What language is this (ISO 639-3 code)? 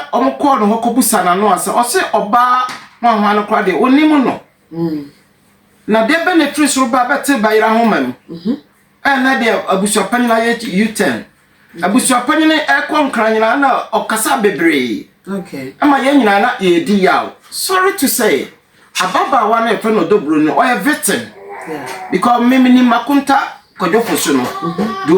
aka